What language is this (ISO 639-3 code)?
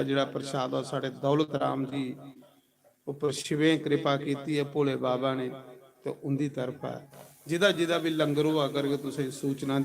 doi